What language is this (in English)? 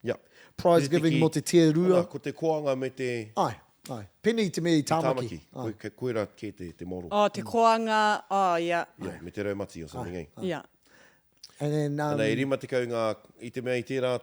Māori